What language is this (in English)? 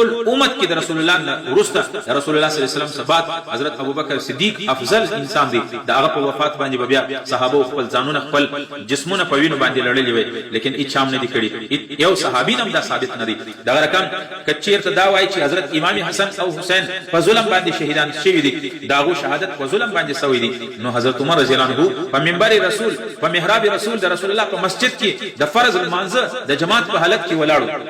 Pashto